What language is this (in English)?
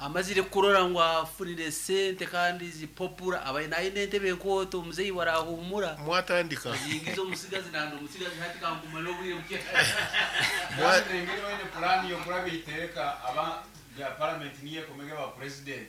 Nyankole